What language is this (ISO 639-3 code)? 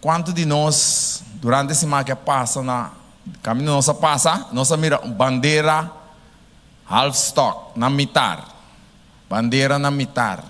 pap